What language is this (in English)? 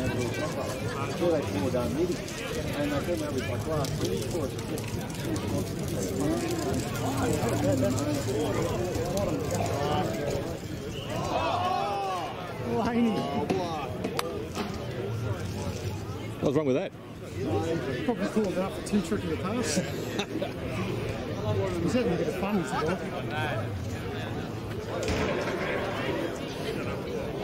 English